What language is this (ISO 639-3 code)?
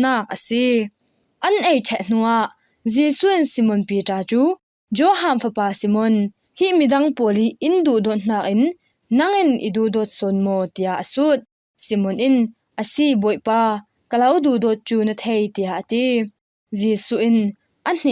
cfm